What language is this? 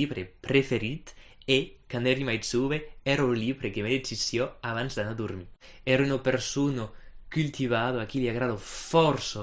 Occitan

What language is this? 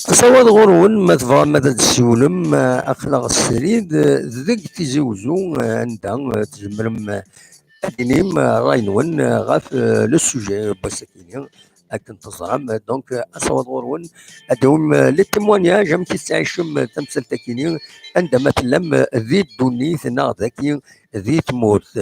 Kabyle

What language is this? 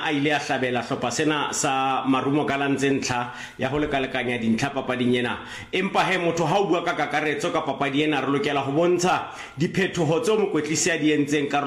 Southern Sotho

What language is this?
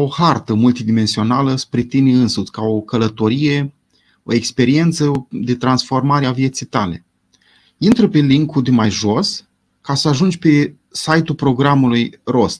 Romanian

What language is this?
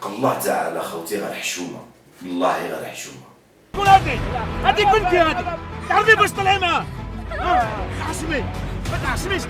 Algerian Arabic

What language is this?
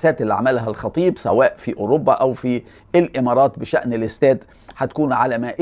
Egyptian Arabic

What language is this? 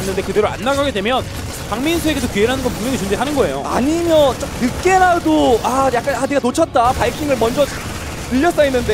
Korean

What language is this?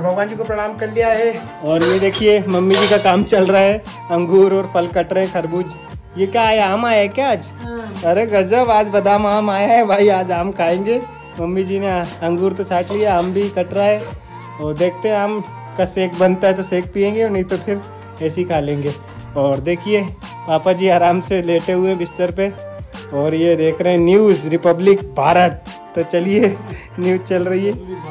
Hindi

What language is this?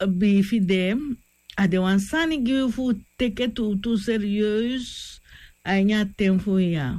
Sranan Tongo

